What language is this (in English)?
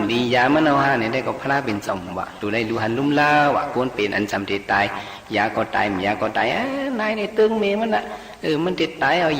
Shan